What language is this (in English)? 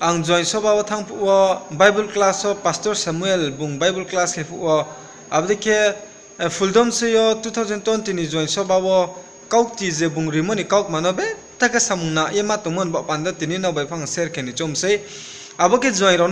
Riang (India)